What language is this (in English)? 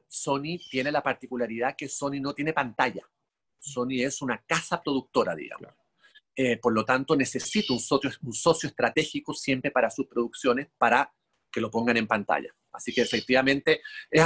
Spanish